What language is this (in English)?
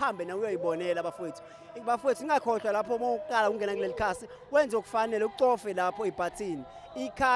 Zulu